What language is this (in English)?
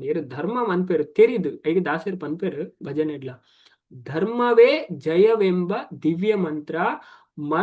Tulu